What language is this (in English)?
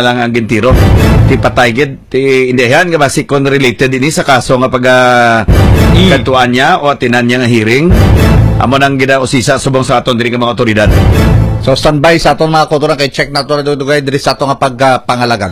Hiligaynon